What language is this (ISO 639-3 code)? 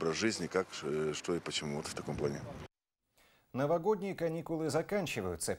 rus